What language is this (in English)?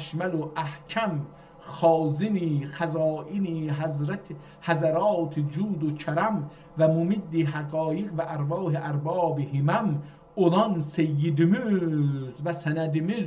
South Azerbaijani